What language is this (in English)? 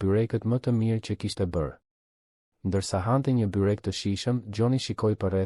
Albanian